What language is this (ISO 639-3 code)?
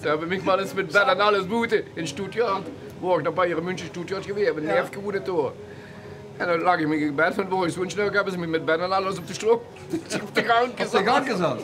lim